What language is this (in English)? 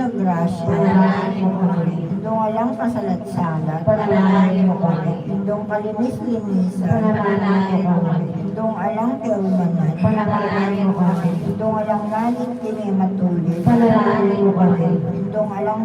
Pampanga